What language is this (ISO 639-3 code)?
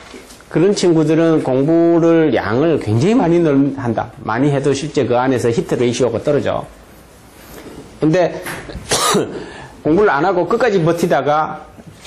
kor